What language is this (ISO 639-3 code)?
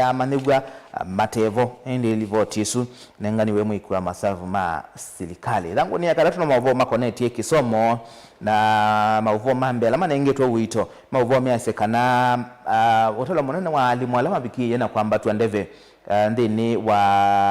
kam